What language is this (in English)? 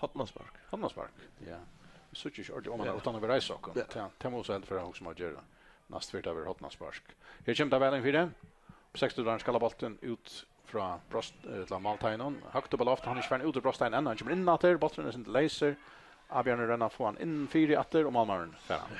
Faroese